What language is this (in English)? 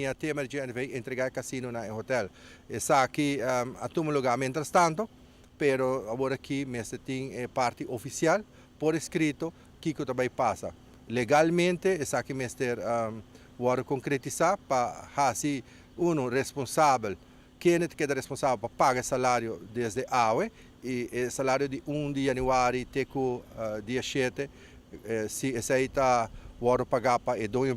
Papiamento